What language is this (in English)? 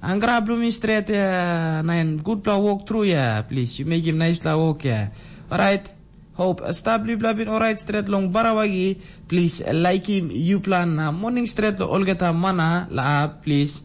Tok Pisin